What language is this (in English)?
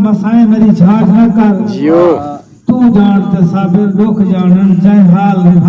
Saraiki